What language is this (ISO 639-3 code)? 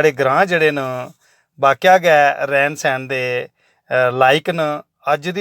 doi